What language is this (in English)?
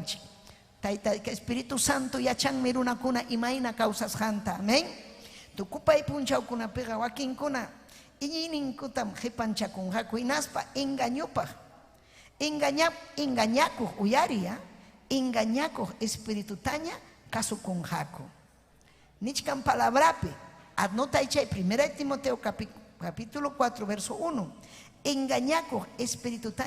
Ayacucho Quechua